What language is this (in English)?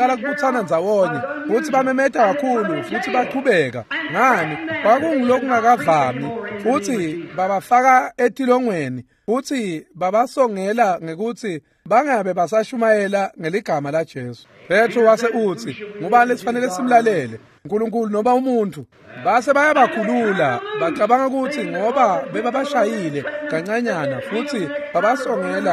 Swati